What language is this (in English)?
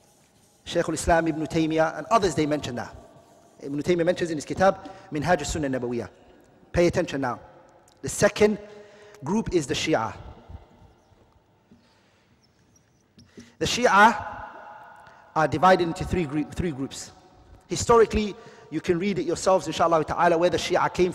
English